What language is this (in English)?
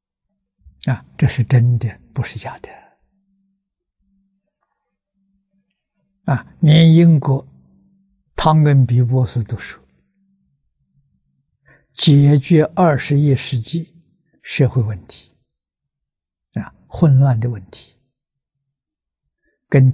Chinese